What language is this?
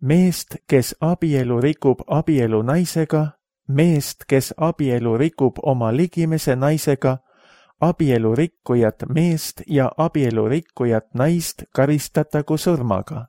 Estonian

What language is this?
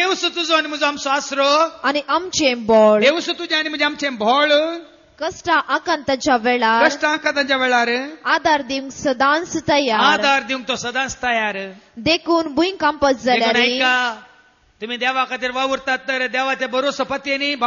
Konkani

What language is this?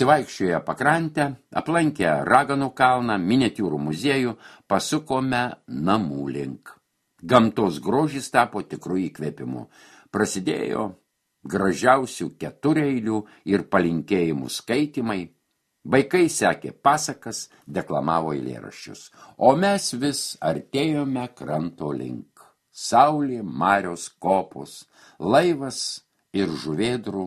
Lithuanian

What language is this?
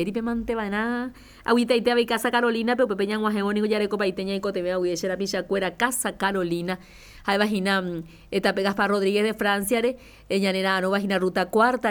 Guarani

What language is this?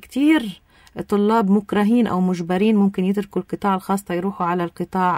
North Levantine Arabic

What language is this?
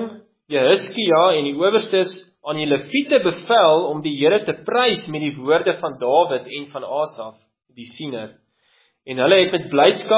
Afrikaans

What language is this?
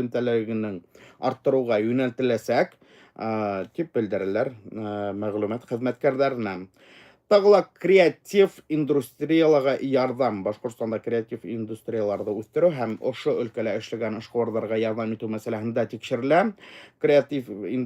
Bashkir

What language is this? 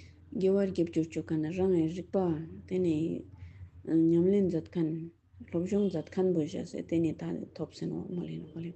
Ladakhi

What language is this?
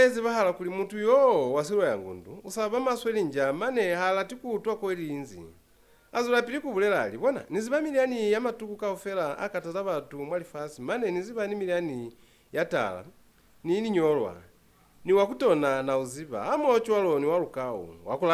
Lozi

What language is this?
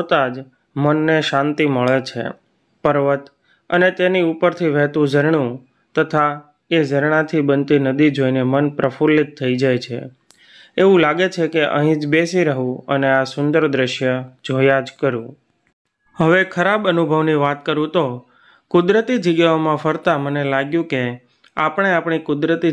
Gujarati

